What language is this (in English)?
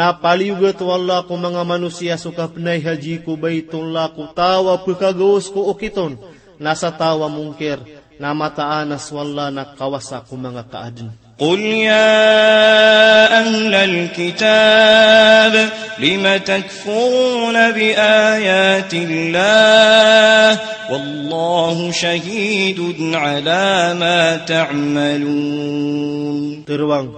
Maranao